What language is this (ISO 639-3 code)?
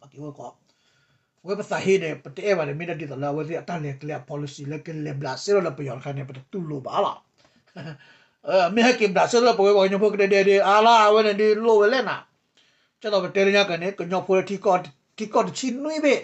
ksw